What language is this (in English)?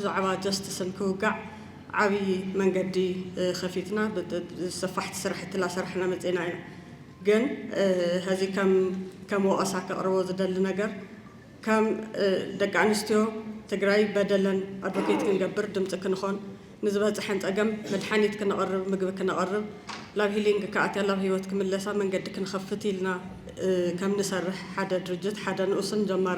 Tigrinya